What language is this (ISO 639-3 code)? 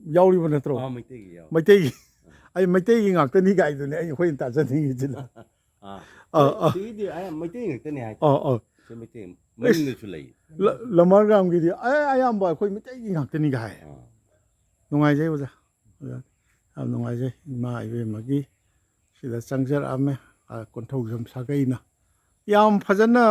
mni